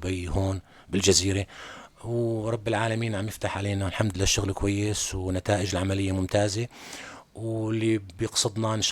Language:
North Levantine Arabic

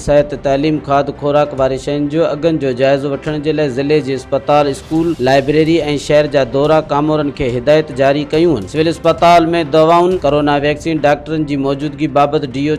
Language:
Sindhi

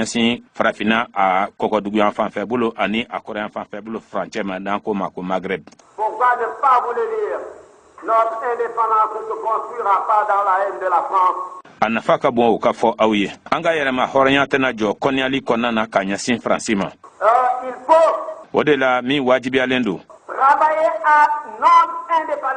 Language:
Bambara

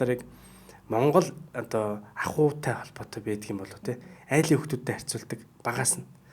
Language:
Mongolian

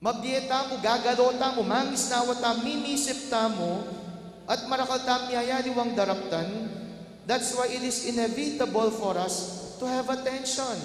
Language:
Pampanga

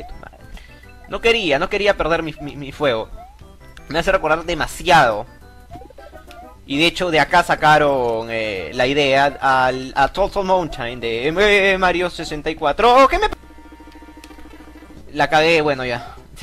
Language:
Spanish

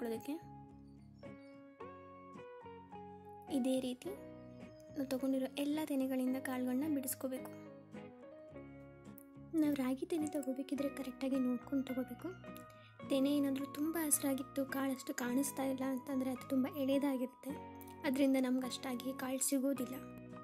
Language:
Kannada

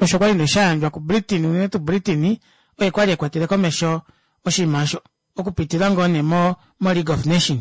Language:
Kuanyama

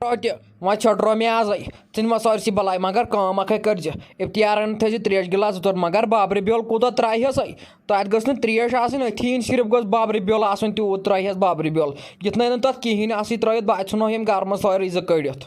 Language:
Kashmiri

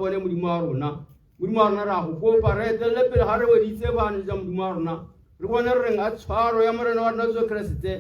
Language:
Tswana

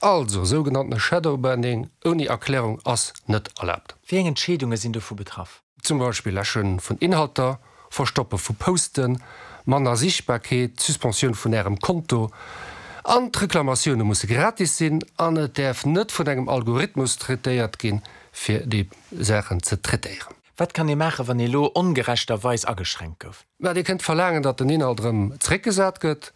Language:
Luxembourgish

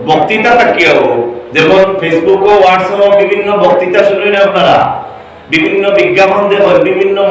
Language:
Sylheti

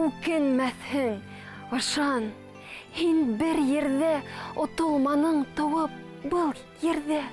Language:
Bashkir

